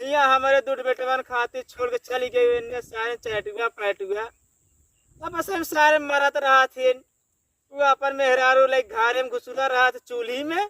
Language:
Awadhi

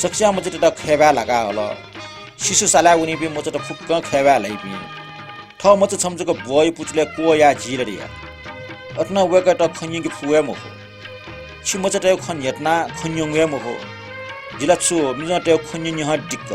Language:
Newari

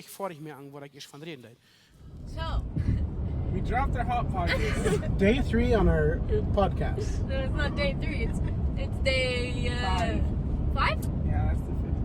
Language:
Plautdietsch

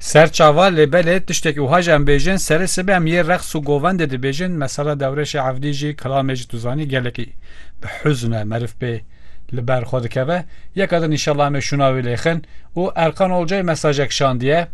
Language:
Kurdish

